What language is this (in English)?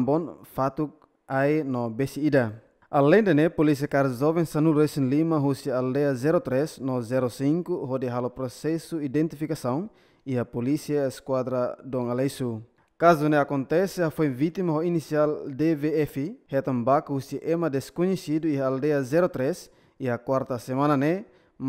Tetum